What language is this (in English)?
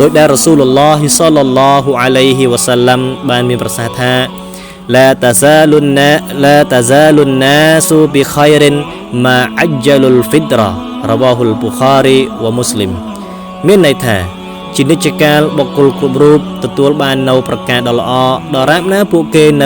Khmer